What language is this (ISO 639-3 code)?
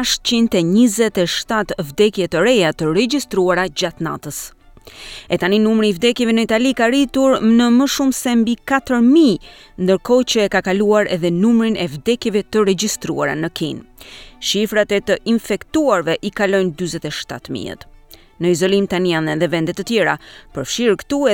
sqi